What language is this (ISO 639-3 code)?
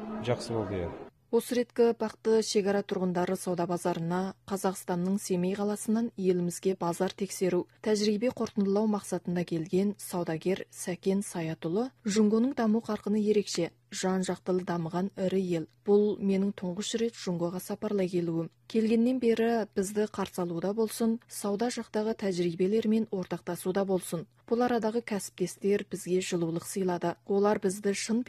kaz